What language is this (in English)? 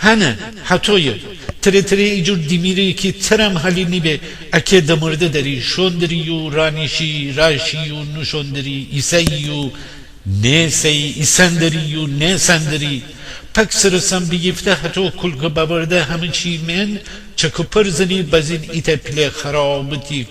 Gilaki